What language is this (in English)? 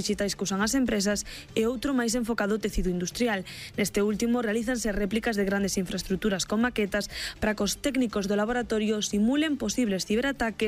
Galician